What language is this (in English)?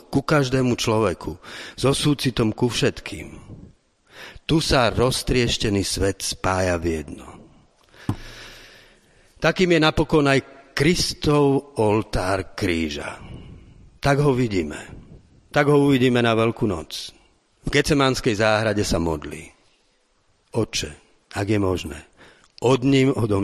Slovak